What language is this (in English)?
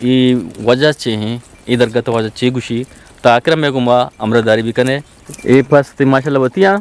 Eastern Balochi